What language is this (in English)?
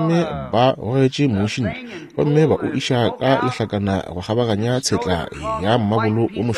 Northern Sotho